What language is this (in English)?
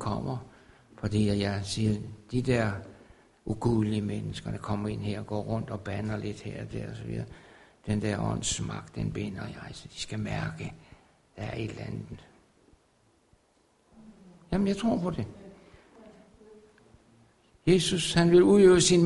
Danish